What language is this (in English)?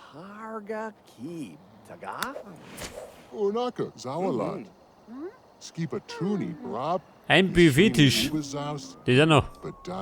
Bavarian